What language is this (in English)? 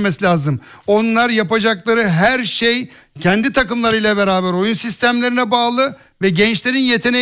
Turkish